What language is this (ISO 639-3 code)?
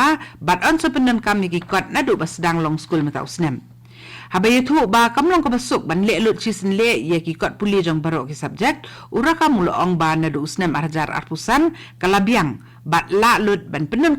kha